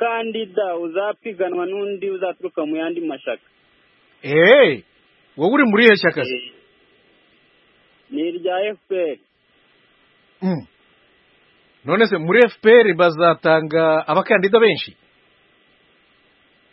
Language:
Kinyarwanda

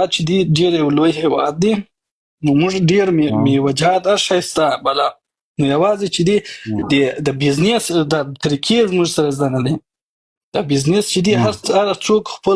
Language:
Pashto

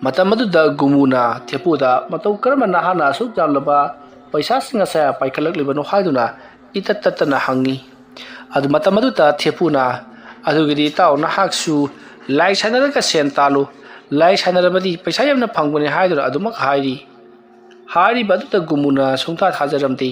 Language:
Manipuri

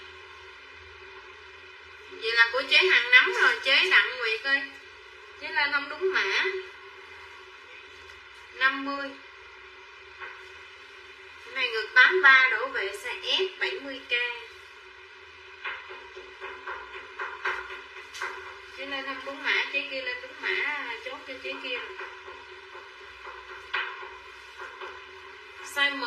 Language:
Vietnamese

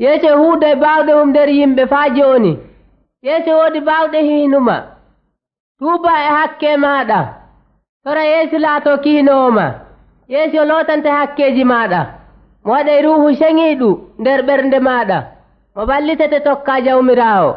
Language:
Nigerian Fulfulde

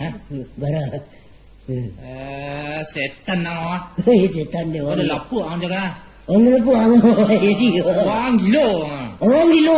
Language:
Minangkabau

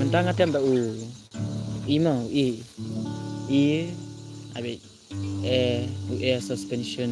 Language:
Khasi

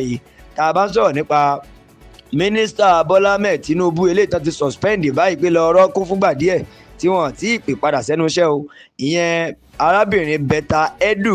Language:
Yoruba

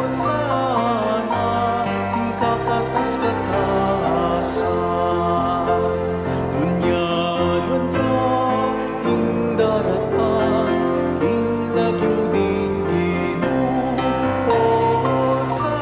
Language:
Pampanga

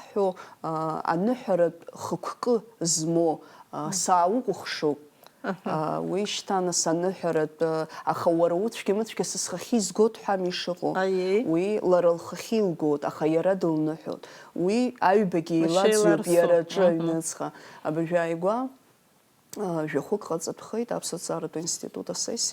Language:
Abkhazian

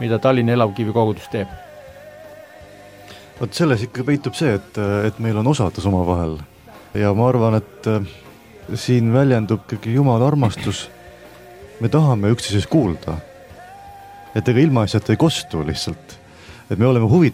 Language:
Estonian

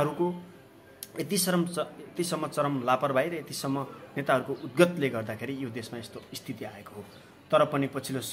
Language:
Nepali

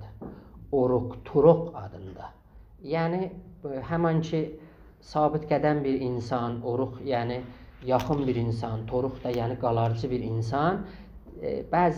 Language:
South Azerbaijani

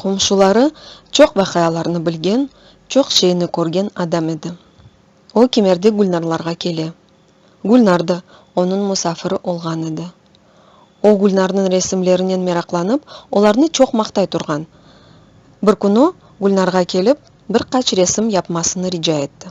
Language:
Crimean Tatar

